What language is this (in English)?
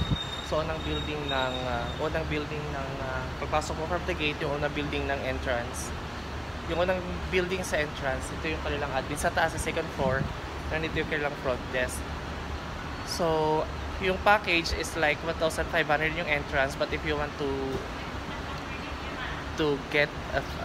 Filipino